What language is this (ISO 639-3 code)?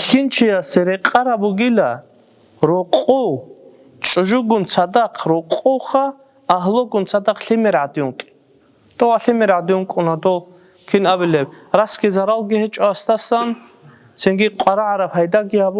ava